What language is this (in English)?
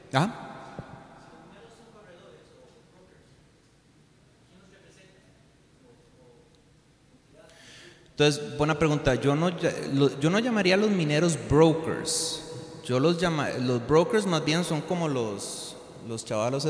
Spanish